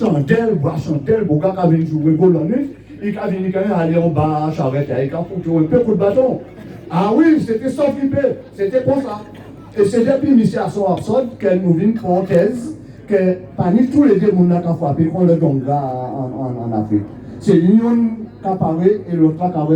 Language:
Guadeloupean Creole French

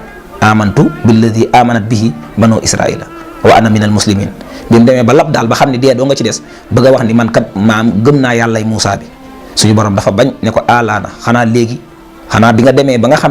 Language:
Wolof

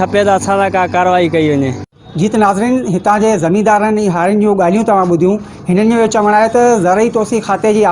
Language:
Sindhi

